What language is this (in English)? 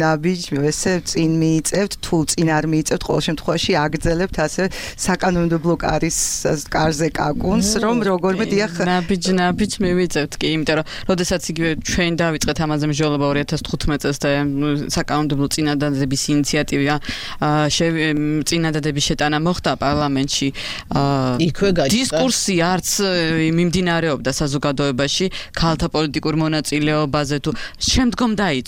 Georgian